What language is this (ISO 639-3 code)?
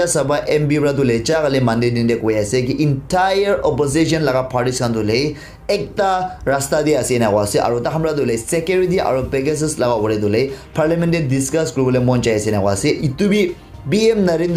nag